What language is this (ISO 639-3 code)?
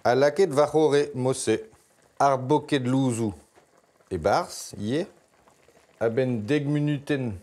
bre